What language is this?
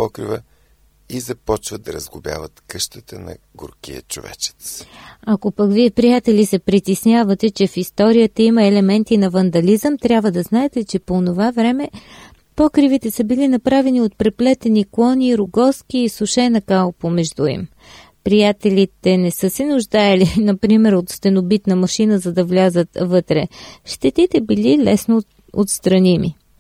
Bulgarian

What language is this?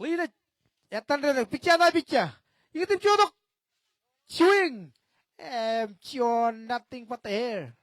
Marshallese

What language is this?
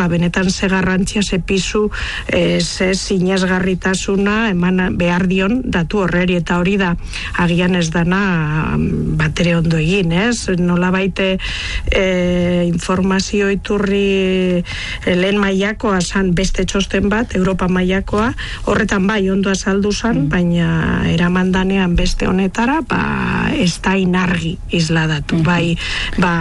Basque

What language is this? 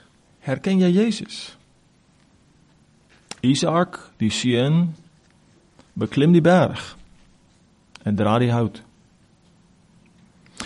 Afrikaans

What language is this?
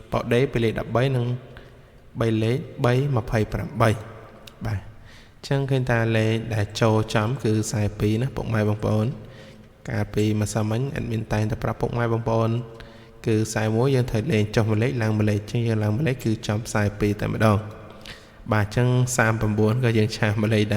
Khmer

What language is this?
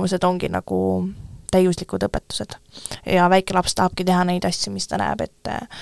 Estonian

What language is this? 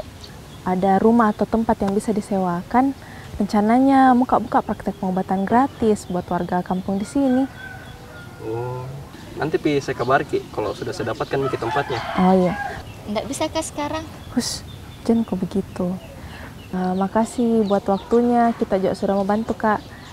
Makassar Malay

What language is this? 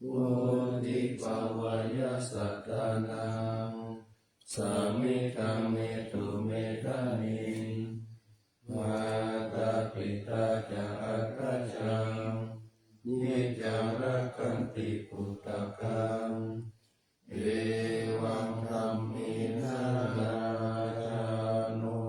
Pali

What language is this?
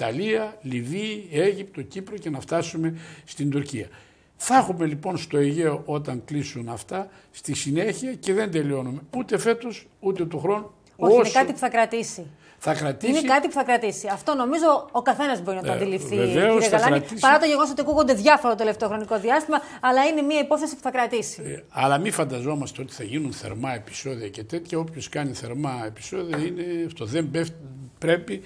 Greek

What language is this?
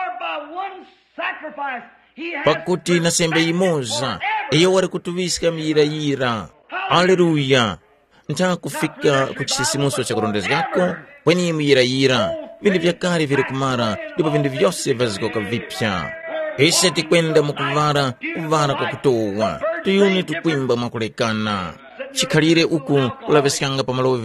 Tumbuka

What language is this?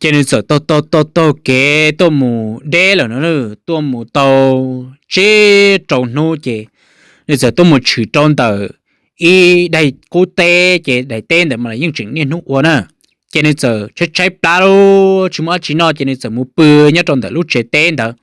Hmong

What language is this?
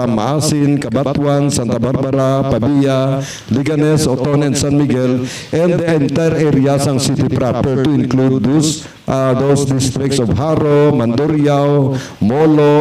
Hiligaynon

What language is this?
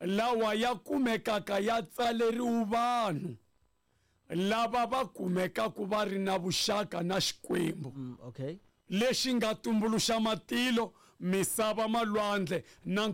Tsonga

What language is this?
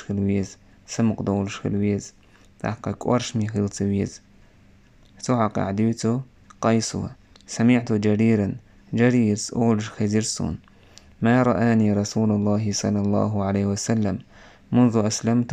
Chechen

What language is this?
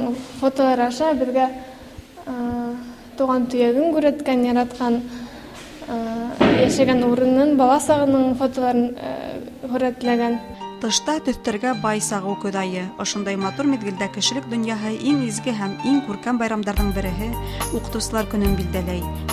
Bashkir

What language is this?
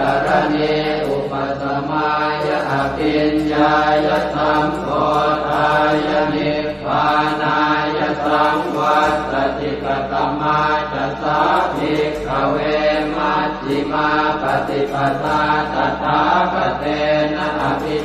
Pali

